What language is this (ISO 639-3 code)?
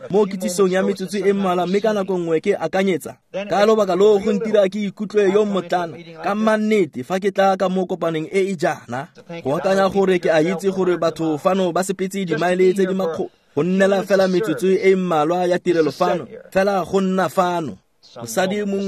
tsn